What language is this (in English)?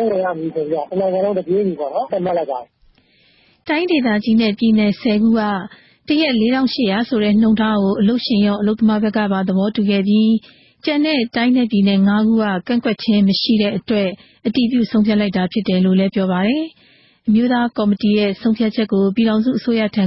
Burmese